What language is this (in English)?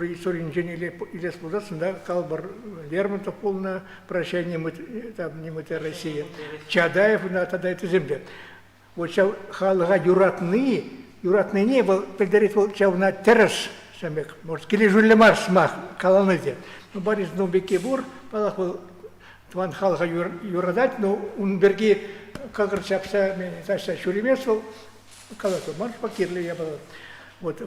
Chuvash